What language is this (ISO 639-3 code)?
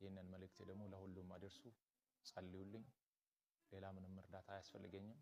amh